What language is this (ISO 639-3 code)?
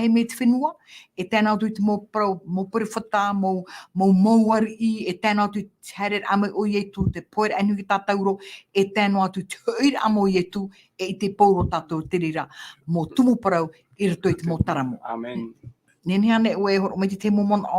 tah